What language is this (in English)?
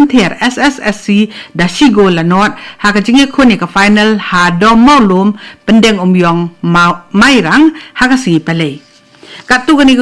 Khasi